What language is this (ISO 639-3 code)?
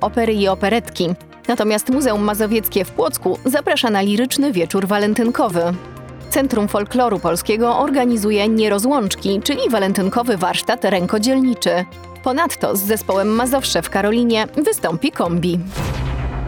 pol